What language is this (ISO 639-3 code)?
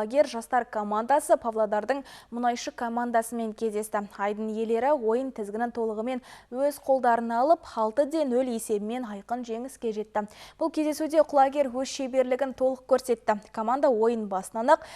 kaz